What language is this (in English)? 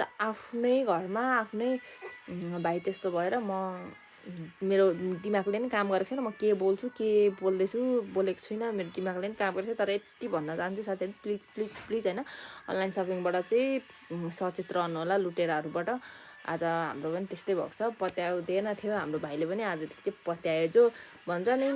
Nepali